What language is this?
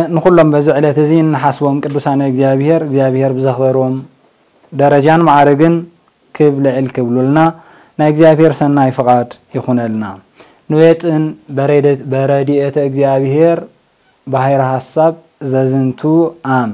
Tigrinya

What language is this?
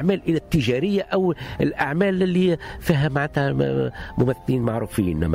Tunisian Arabic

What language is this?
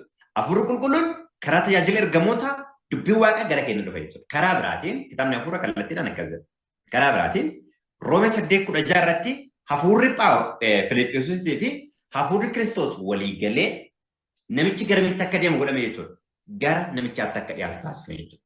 Oromo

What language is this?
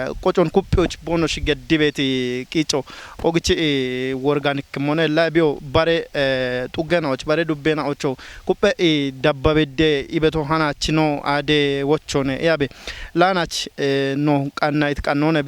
Kafa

